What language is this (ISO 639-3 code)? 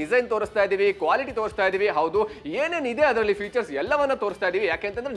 kan